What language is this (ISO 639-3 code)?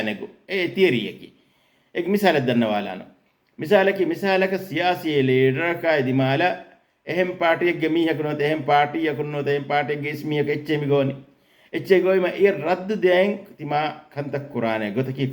div